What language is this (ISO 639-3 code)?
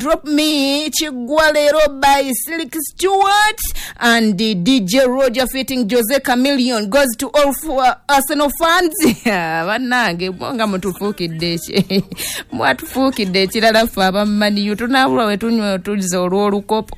lug